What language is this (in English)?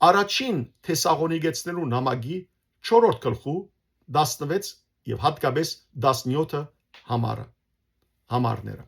Western Armenian